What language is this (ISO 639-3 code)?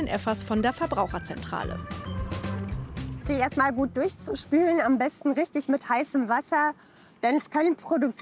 deu